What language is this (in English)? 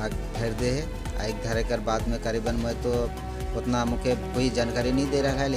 Sadri